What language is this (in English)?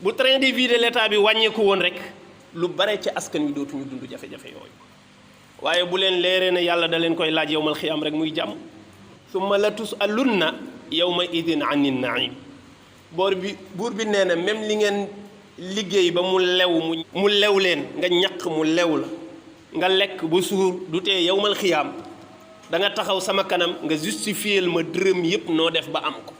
Wolof